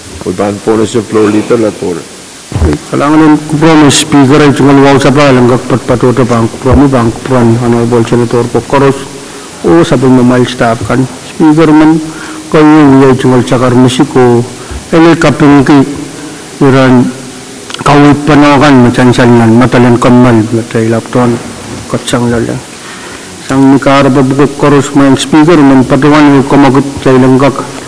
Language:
Pohnpeian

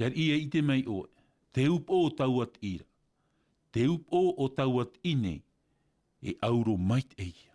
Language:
Tahitian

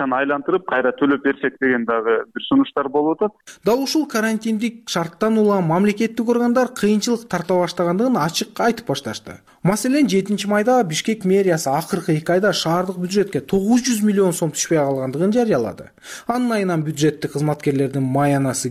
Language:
Kyrgyz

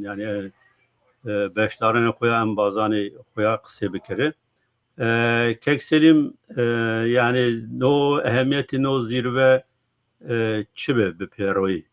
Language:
Zaza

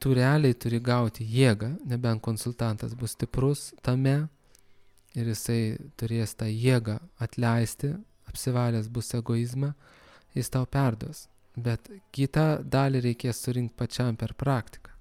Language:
Lithuanian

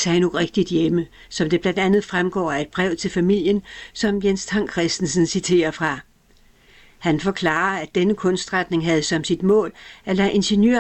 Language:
Danish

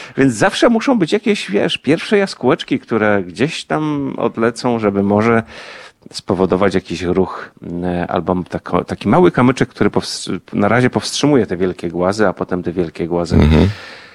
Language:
Polish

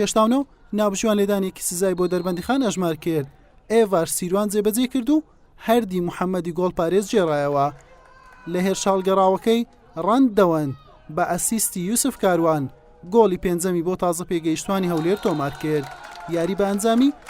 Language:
Central Kurdish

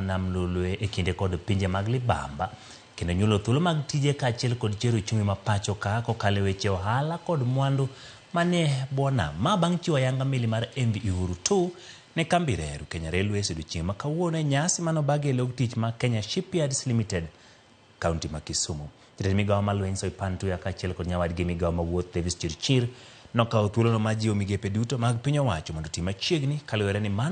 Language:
Luo (Kenya and Tanzania)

